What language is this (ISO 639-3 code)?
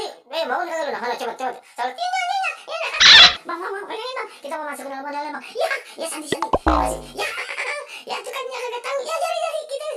bew